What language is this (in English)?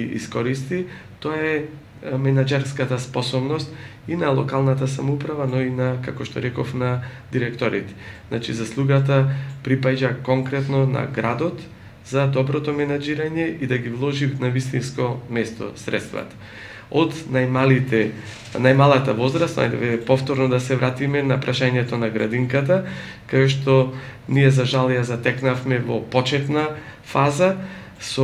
Macedonian